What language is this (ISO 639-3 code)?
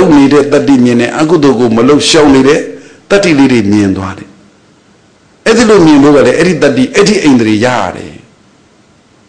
mya